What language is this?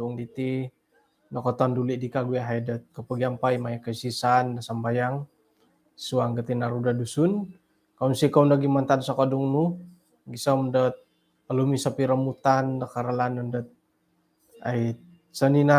Central Dusun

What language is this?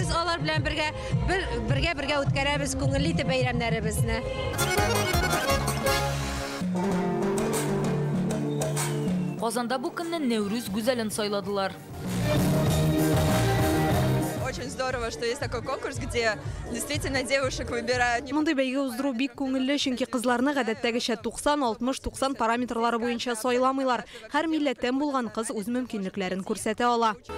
Tatar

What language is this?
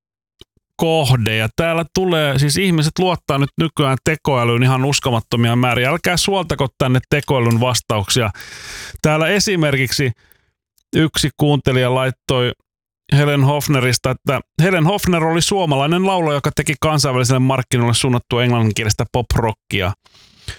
Finnish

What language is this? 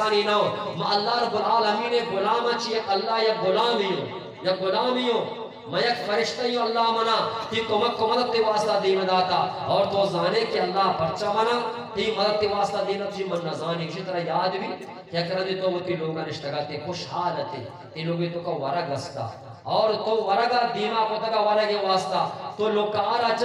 Eastern Balochi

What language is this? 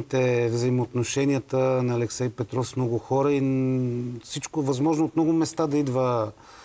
Bulgarian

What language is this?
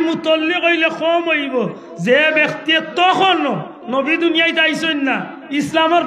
Sylheti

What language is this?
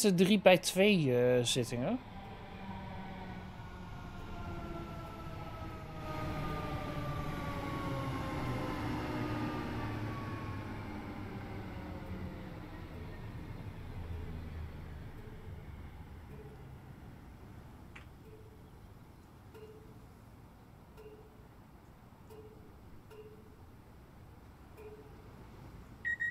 Dutch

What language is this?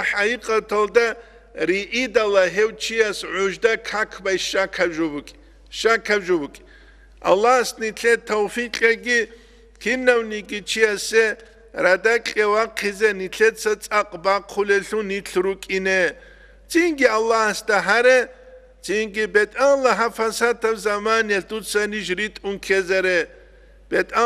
Avaric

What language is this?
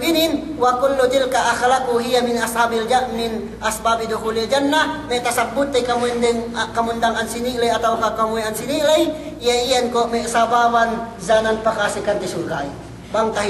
Yakan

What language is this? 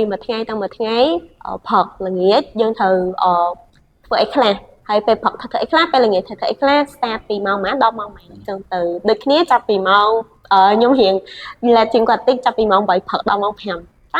Khmer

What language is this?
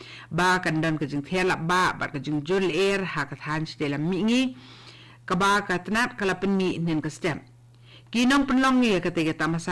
Khasi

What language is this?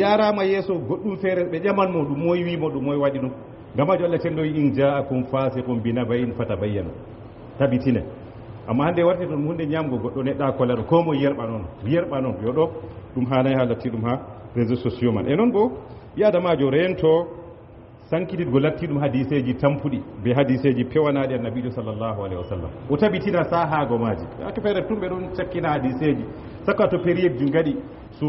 Fula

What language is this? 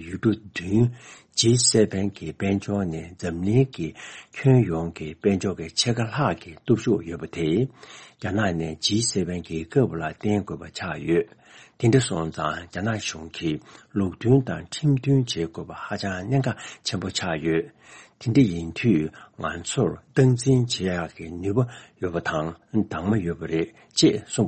Tibetan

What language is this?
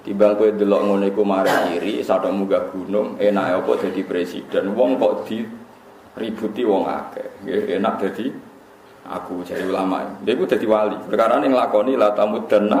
Javanese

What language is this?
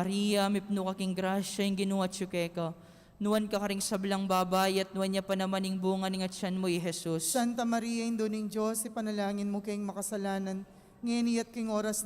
Pampanga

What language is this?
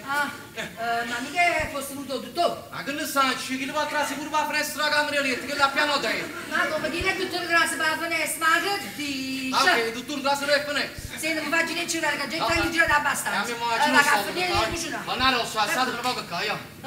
Neapolitan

